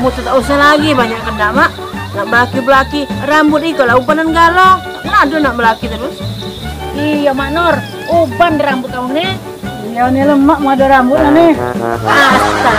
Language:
Musi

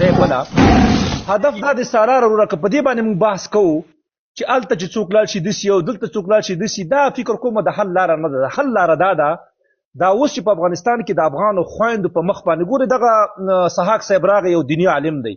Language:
Pashto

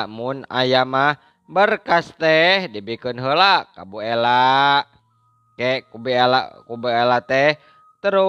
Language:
Sundanese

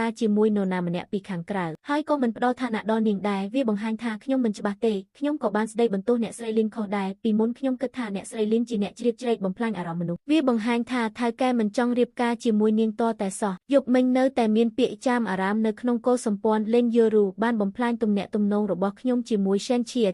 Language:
Khmer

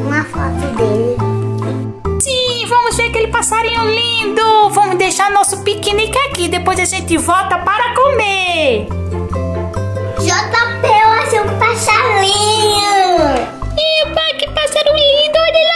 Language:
Portuguese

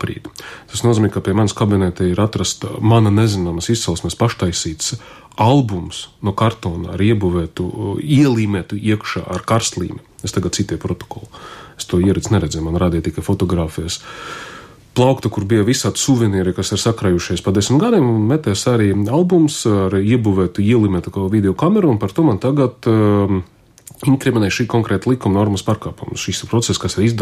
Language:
Latvian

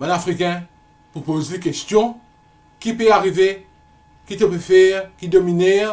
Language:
Morisyen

